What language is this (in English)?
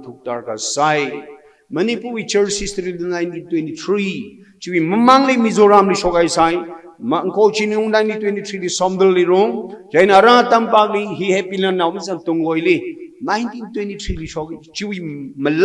Tangkhul Naga (India)